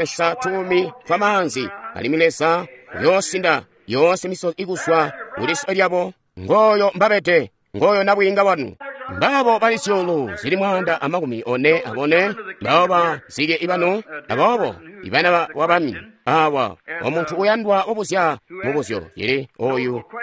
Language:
Tonga (Zambia)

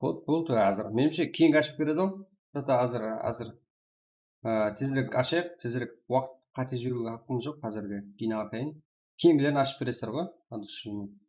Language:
Kara-Kalpak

